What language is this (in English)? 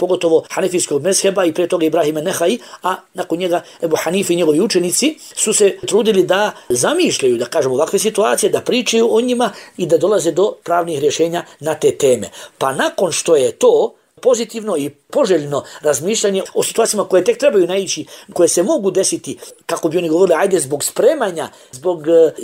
Bosnian